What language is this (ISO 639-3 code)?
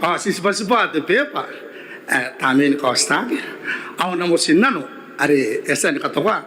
gil